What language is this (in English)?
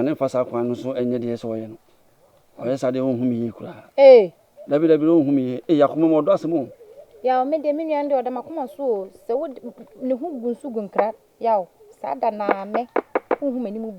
Akan